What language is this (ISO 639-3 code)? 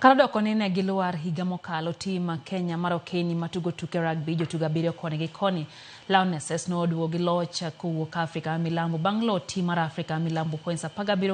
luo